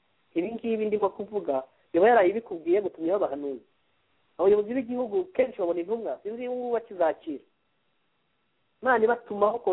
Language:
Kinyarwanda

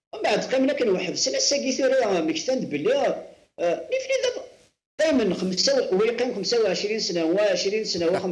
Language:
Kabyle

